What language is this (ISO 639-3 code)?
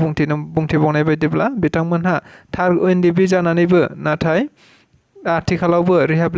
brx